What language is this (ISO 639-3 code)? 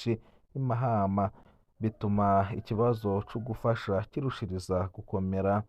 run